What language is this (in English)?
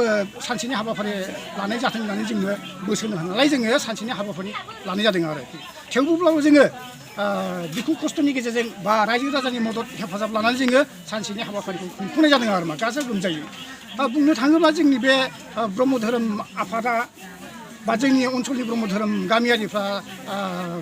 Bodo